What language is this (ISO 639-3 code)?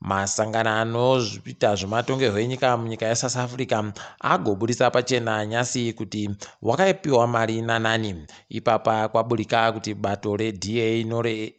ndc